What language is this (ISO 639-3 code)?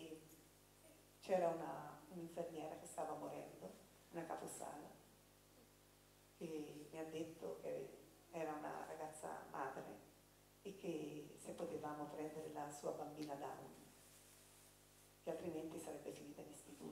ita